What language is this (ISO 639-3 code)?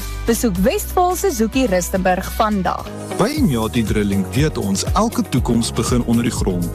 afr